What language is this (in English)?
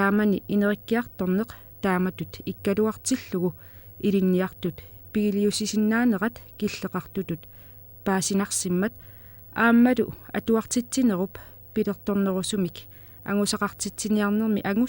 Kalaallisut